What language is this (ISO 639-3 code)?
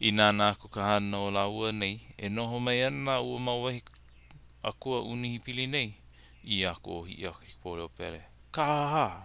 haw